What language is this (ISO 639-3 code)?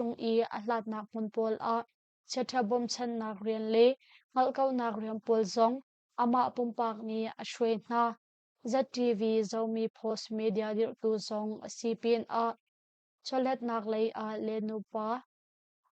cnh